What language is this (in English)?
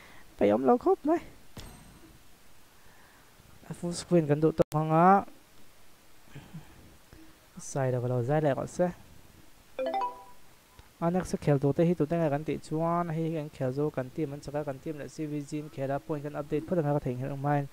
Vietnamese